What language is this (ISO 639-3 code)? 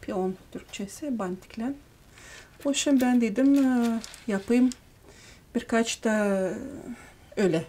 gag